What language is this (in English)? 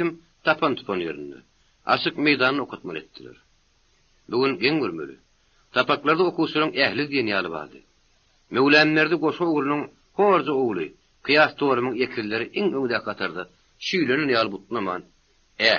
Turkmen